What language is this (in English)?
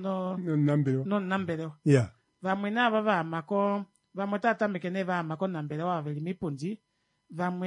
Kuanyama